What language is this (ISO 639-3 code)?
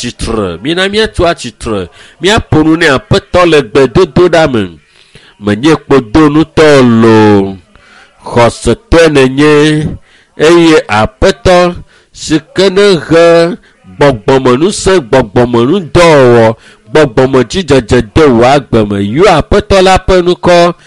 ewe